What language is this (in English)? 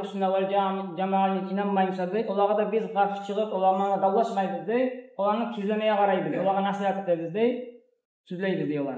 Kumyk